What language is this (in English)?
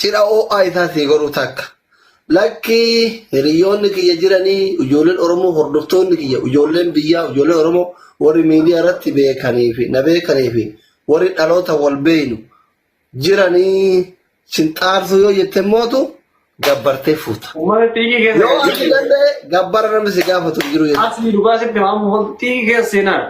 Oromo